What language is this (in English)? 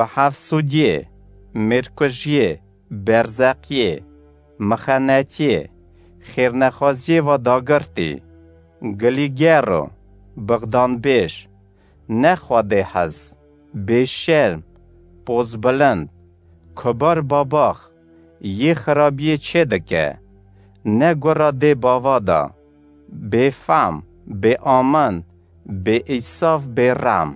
Kurdish